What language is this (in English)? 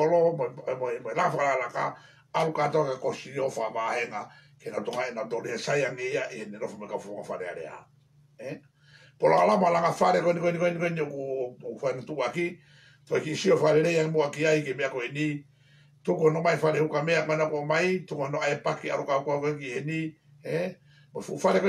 Tongan